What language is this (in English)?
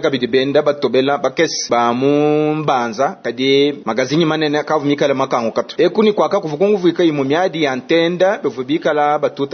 Luba-Lulua